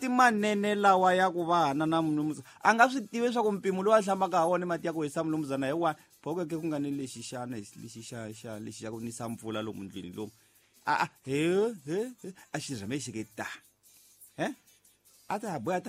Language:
Tsonga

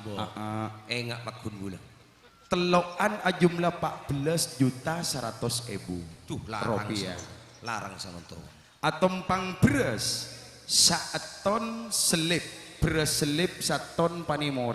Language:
Madurese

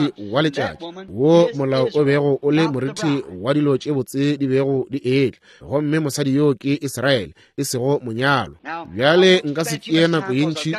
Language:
Northern Sotho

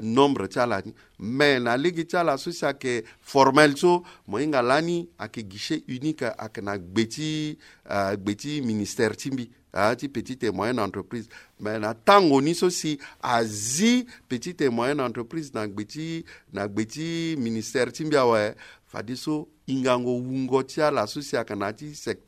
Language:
Sango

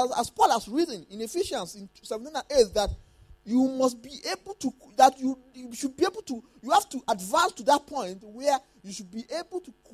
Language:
English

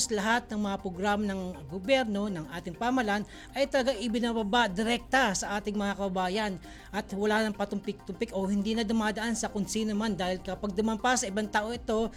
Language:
Filipino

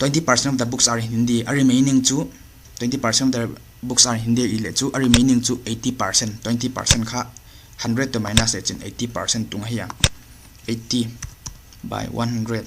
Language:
Paite Chin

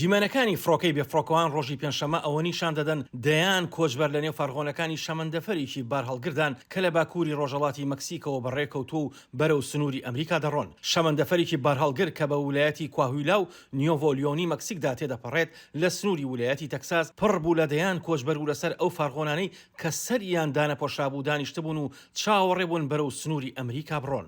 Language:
Central Kurdish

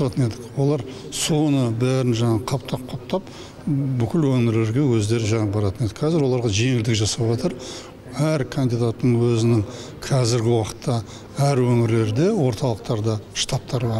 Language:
Kazakh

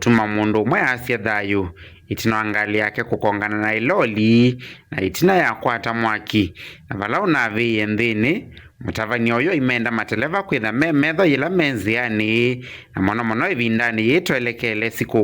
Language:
Kamba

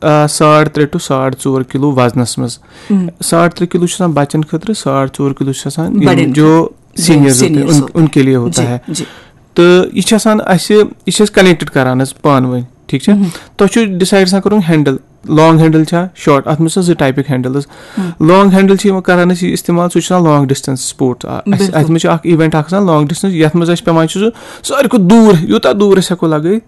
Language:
Kashmiri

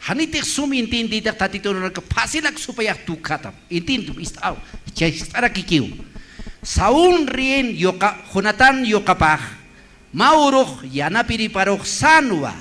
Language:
Aymara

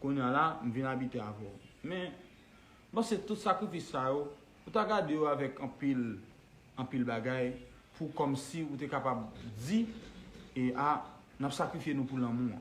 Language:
Haitian Creole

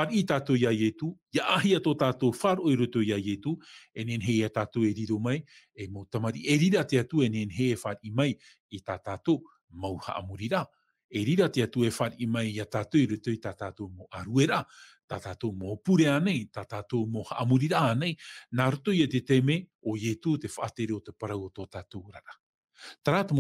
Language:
Tahitian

